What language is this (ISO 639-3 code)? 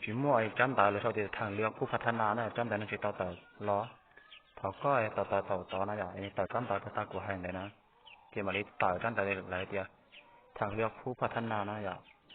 hmn